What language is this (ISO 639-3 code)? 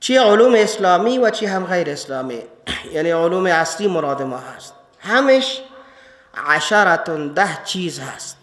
fas